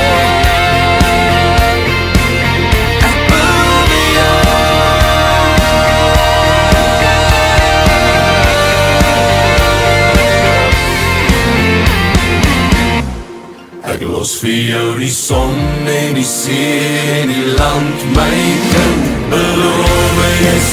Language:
Afrikaans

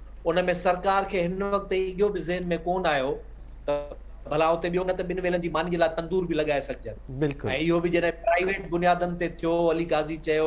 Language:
Sindhi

